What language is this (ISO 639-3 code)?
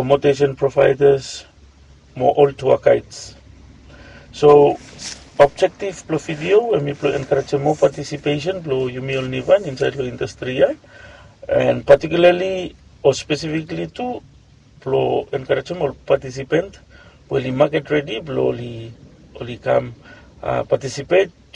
bis